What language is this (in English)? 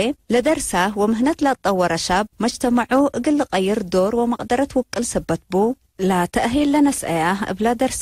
Tigre